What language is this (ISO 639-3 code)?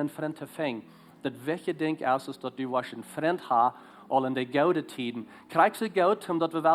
pdt